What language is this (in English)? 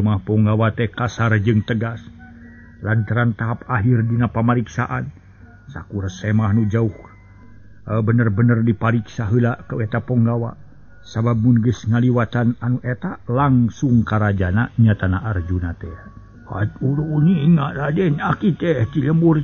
Sundanese